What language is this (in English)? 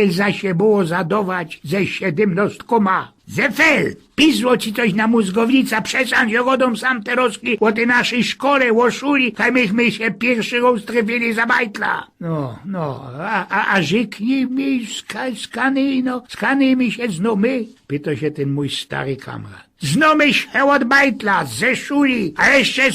Silesian